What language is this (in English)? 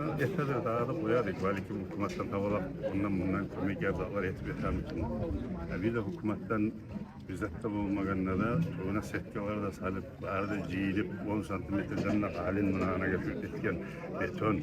Kumyk